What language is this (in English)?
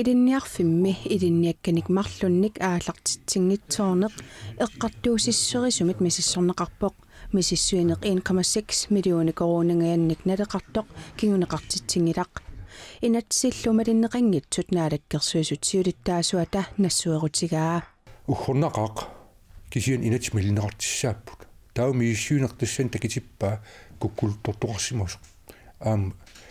Kalaallisut